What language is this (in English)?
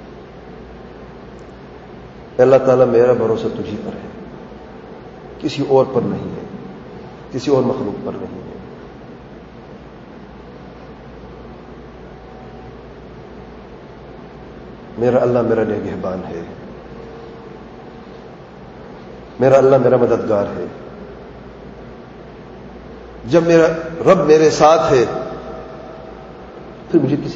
Urdu